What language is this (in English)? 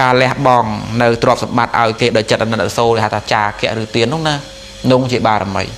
Khmer